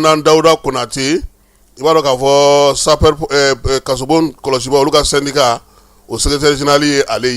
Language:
Bambara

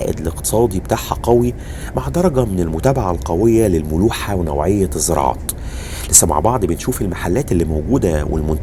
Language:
Egyptian Arabic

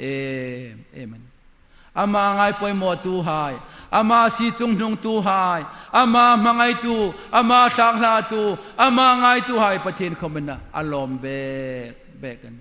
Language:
Hmar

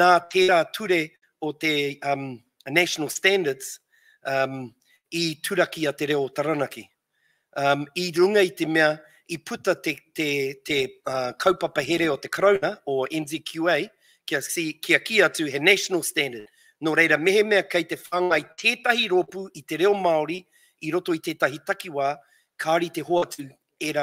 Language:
Māori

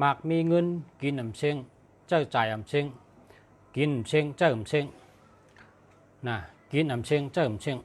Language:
Shan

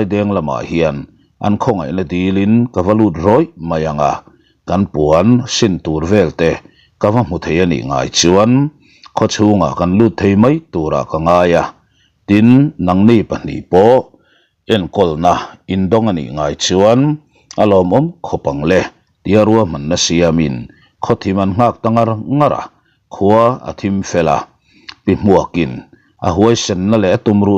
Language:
Mizo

